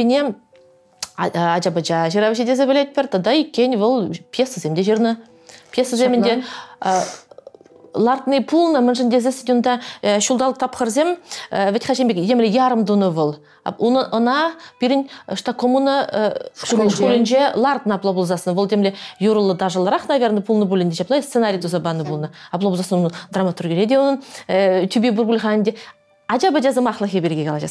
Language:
Chuvash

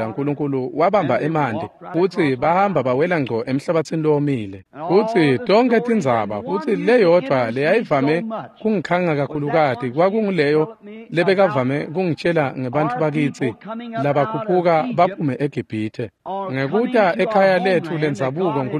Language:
Swati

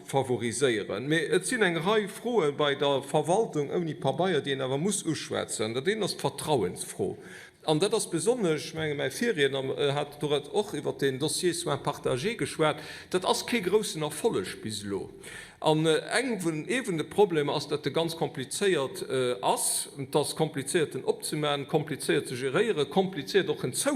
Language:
Luxembourgish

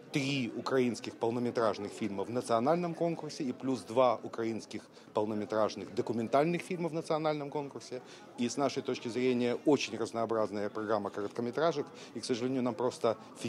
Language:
Russian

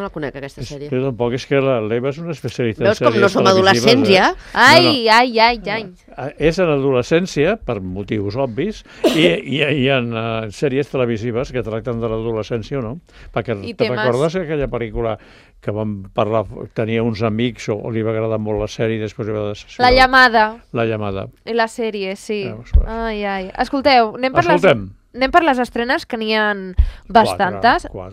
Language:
Catalan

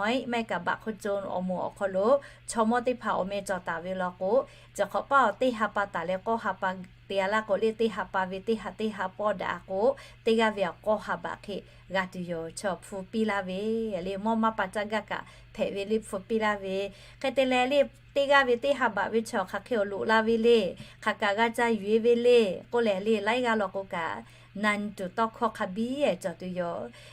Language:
Lahu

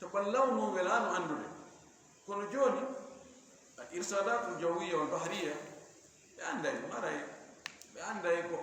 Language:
Fula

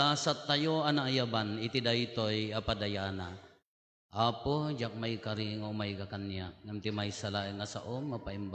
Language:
Iloko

